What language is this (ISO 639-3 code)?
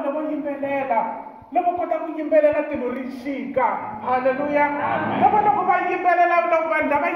tso